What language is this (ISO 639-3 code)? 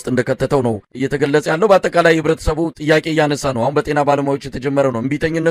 amh